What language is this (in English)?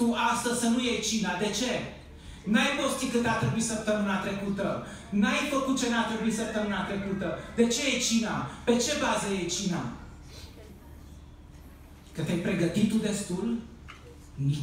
Romanian